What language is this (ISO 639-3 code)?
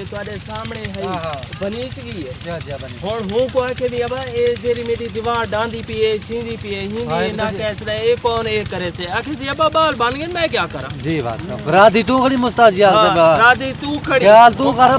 skr